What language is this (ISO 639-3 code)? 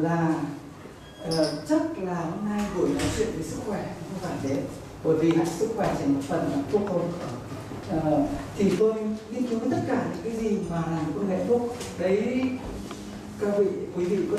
vie